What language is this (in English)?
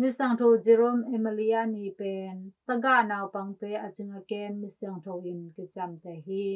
Tedim Chin